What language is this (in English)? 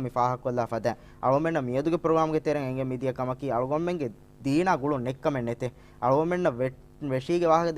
Divehi